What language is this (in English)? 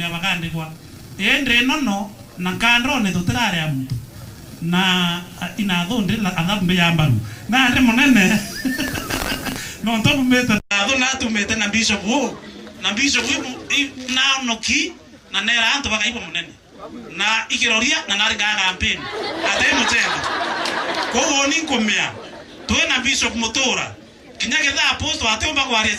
Meru